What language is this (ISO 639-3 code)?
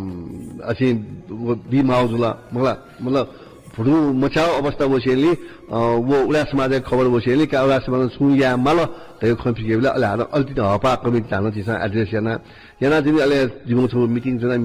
new